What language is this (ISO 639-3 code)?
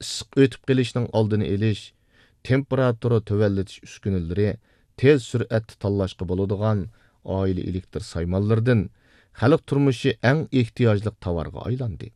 uig